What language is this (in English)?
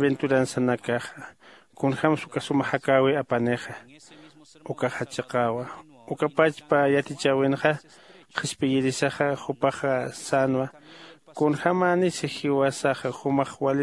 Aymara